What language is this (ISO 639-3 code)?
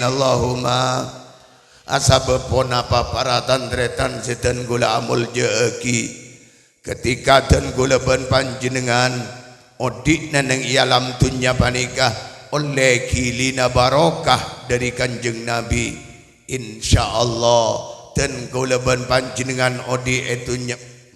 mad